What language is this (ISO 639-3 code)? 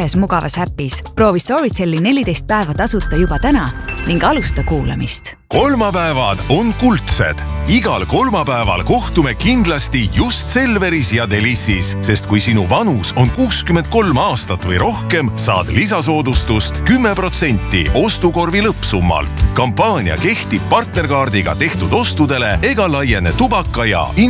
est